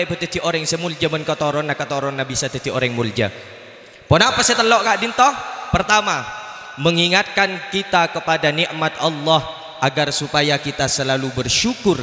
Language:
Madurese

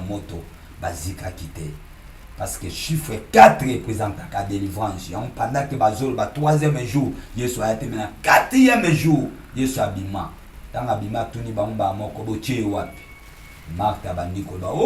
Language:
Lingala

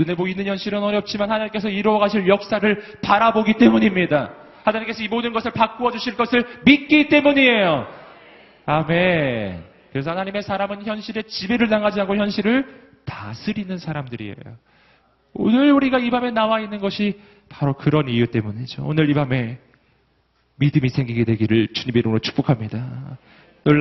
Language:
Korean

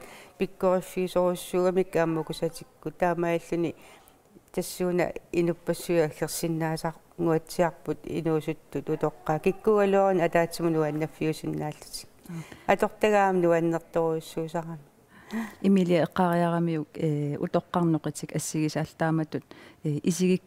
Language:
Kalaallisut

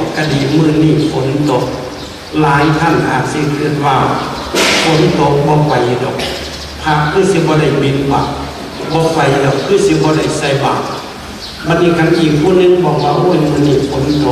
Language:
Northeastern Thai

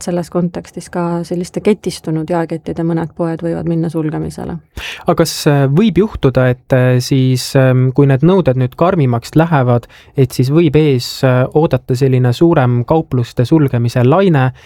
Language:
Estonian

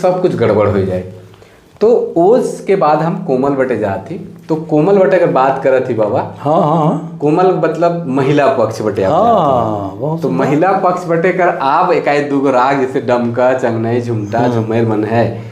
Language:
Sadri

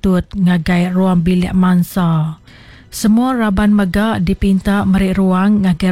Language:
Iban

